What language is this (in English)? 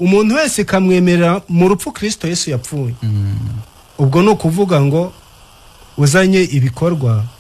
Kinyarwanda